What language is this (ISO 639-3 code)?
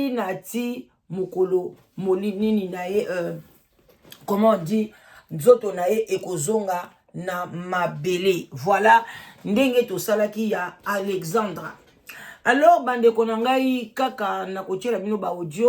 lin